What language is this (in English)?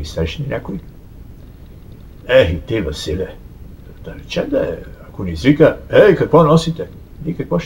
Bulgarian